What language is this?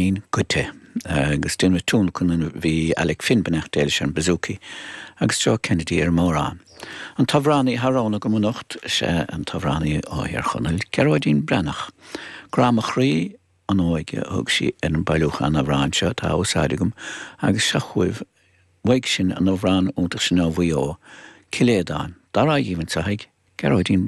Irish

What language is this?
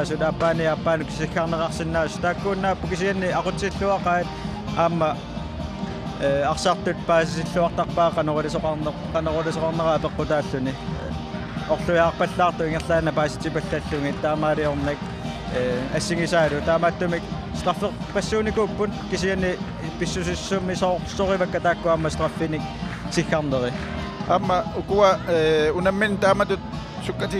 Kalaallisut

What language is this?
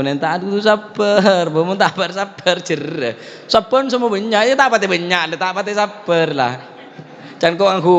Madurese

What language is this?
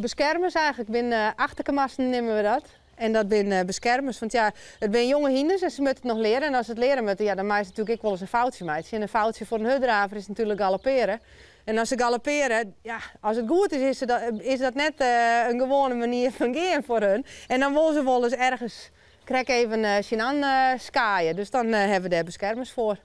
Western Frisian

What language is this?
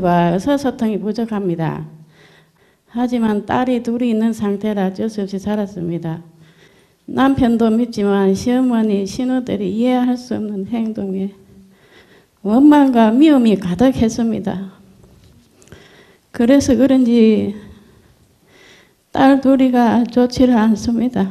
Korean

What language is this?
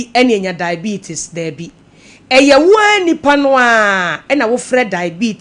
Akan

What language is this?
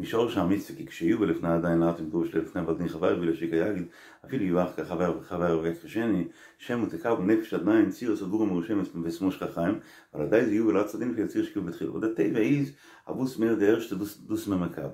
Yiddish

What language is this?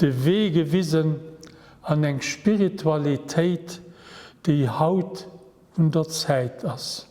Luxembourgish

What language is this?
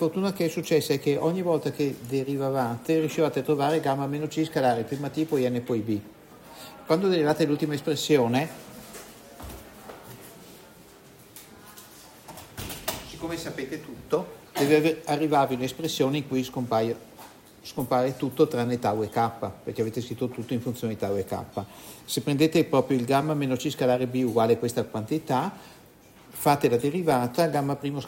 Italian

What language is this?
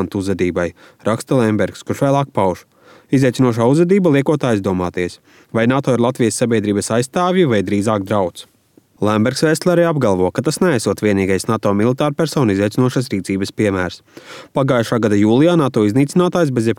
Latvian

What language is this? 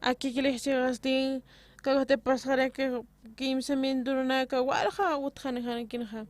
Aymara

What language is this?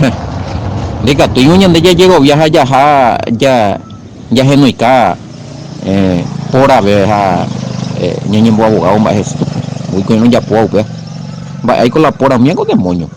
Guarani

